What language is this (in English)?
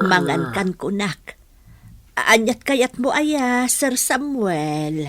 Iloko